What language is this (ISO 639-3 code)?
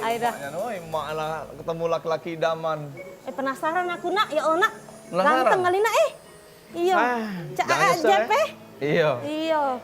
mui